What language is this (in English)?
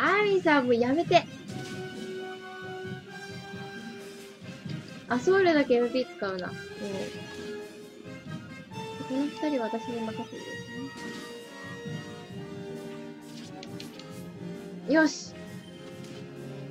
Japanese